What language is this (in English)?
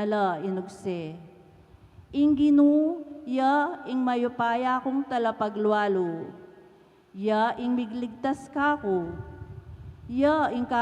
Pampanga